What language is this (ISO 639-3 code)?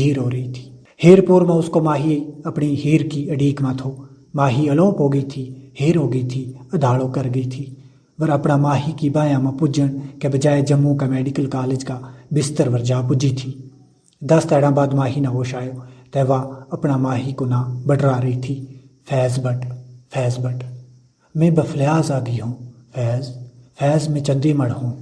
gju